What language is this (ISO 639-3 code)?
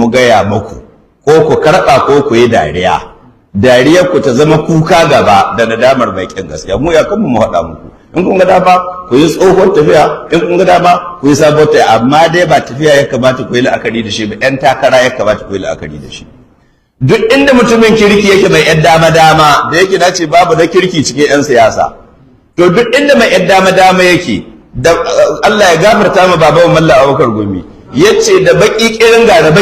hau